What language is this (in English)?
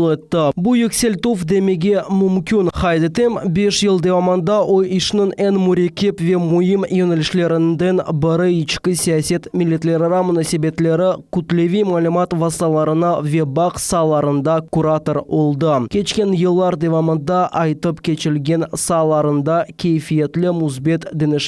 Crimean Tatar